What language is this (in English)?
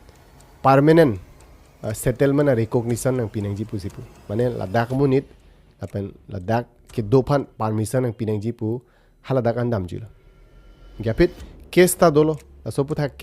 Karbi